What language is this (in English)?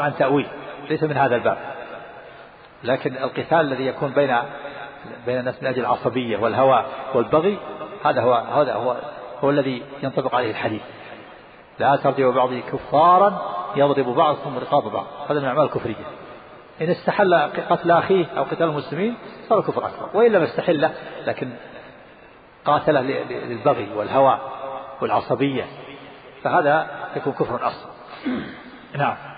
Arabic